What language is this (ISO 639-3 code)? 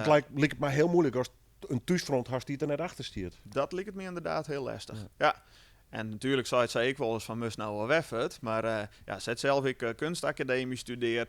fry